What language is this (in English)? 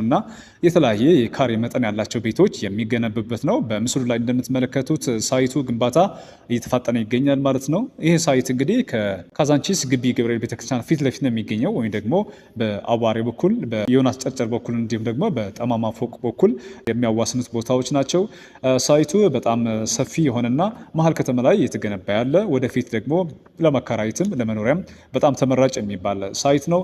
Amharic